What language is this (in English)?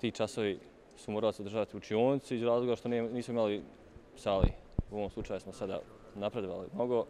Bosnian